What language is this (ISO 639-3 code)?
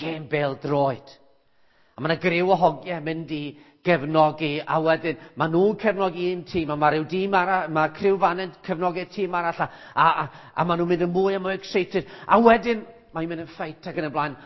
cym